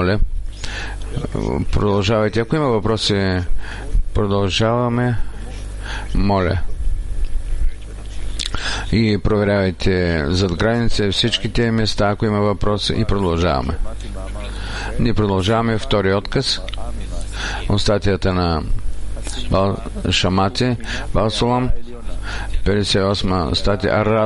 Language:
Bulgarian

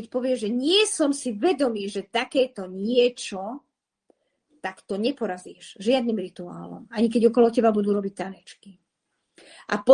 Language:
Slovak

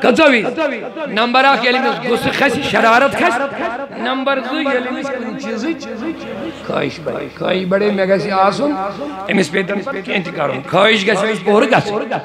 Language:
Kashmiri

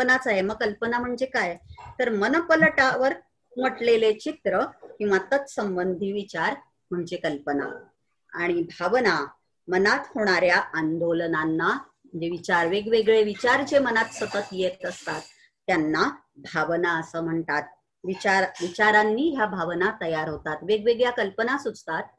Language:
Marathi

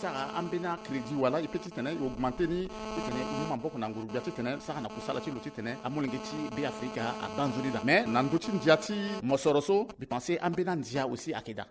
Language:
Sango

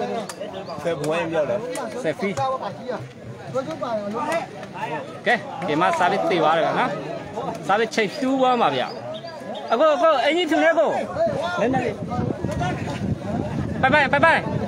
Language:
Burmese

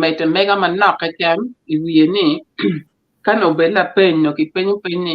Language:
Acoli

